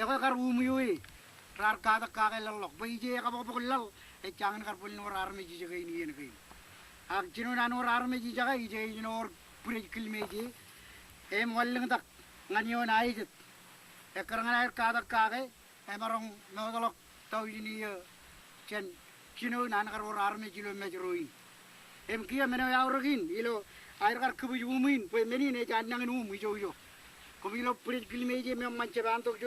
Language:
Marshallese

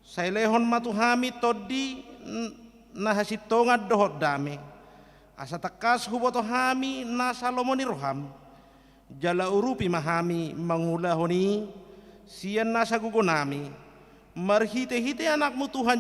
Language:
Batak Toba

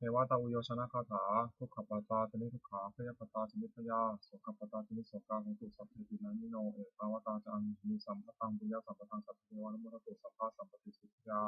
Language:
Pali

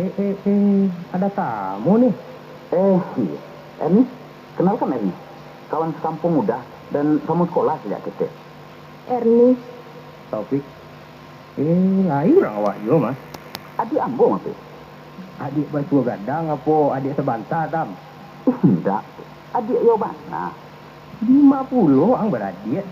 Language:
Minangkabau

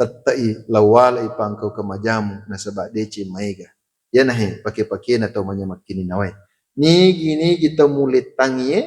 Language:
Buginese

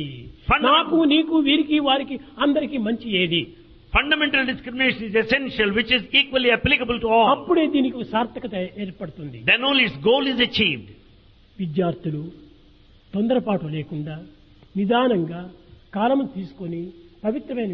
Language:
Telugu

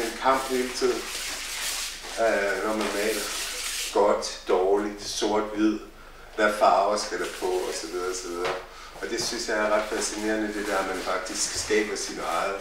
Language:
Danish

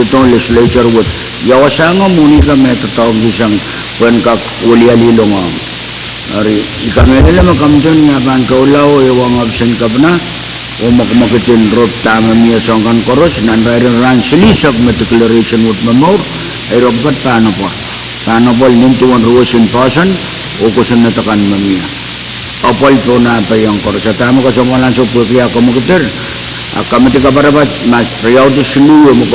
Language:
Pohnpeian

